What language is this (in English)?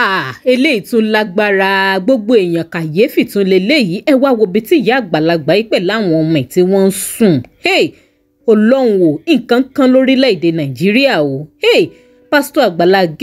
Yoruba